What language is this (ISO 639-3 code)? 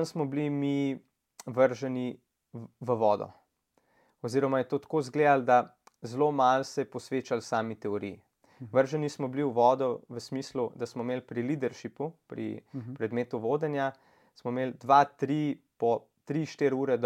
slv